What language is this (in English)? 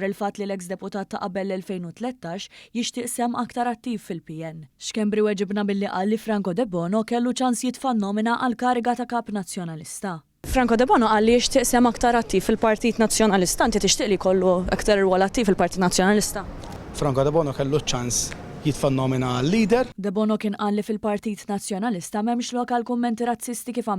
Maltese